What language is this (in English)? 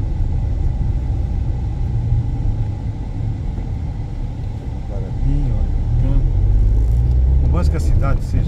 Portuguese